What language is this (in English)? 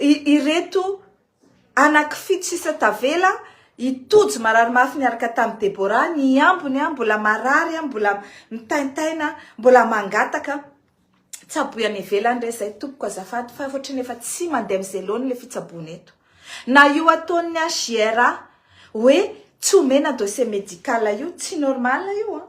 Malagasy